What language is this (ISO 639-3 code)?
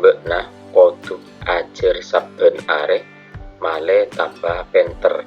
mad